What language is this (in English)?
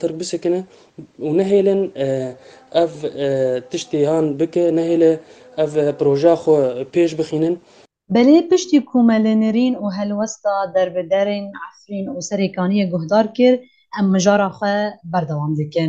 Kurdish